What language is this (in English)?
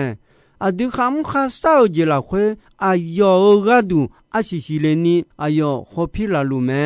Akha